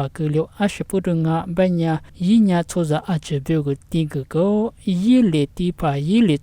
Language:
Lisu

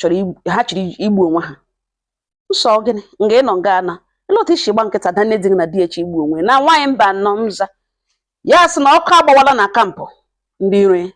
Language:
Igbo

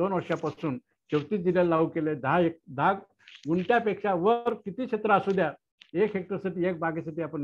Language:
Marathi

